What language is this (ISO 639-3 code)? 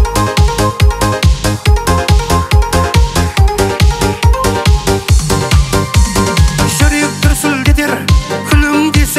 kaz